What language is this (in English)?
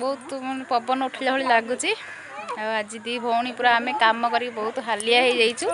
Odia